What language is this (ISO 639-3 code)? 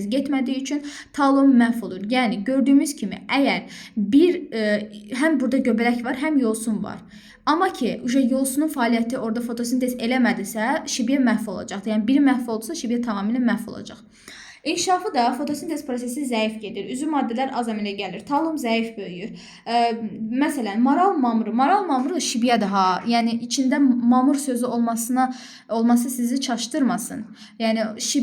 aze